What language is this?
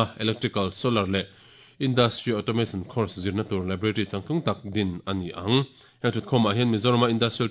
Mizo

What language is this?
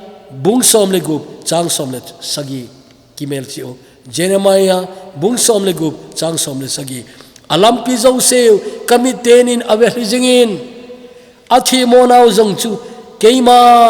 Thado Chin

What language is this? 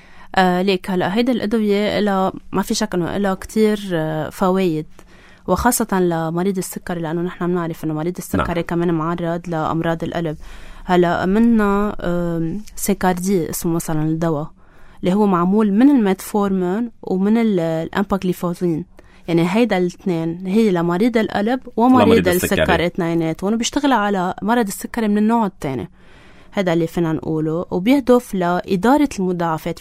North Levantine Arabic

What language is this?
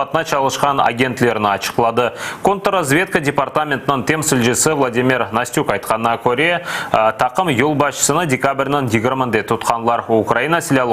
Crimean Tatar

